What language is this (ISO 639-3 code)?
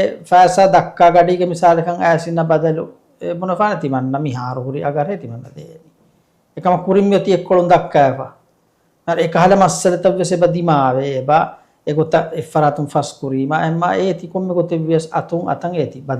div